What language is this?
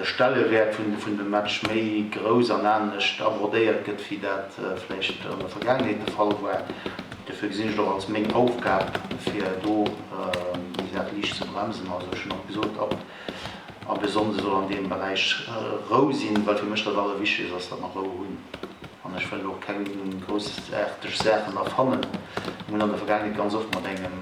Luxembourgish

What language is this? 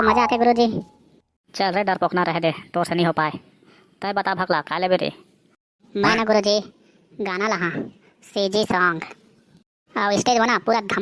Chhattisgarhi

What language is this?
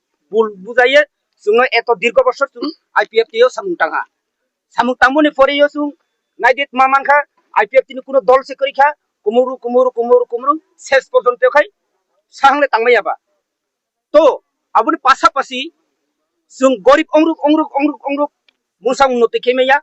Riang (India)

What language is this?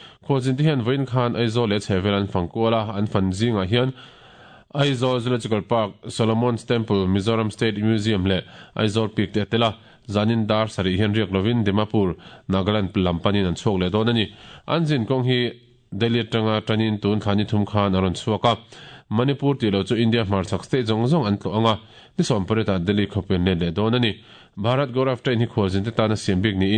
Mizo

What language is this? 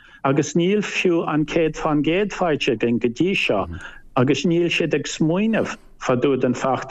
Irish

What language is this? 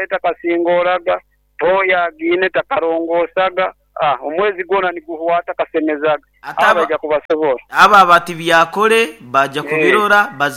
Nyoro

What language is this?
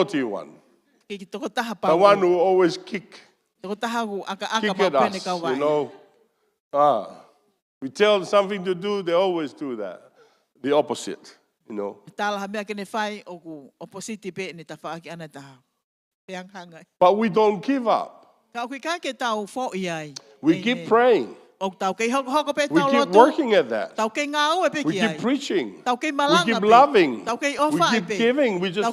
Tongan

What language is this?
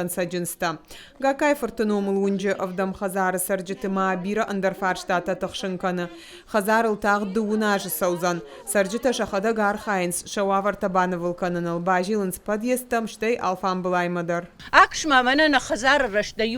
Ossetic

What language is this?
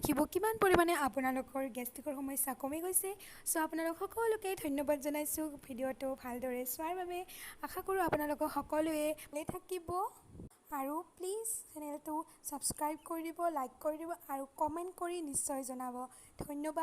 Assamese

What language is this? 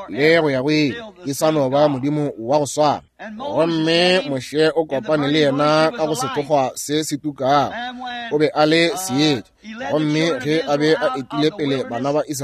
Northern Sotho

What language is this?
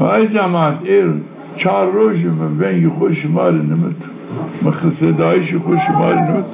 Zaza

